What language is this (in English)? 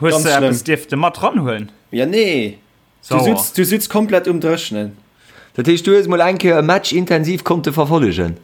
Luxembourgish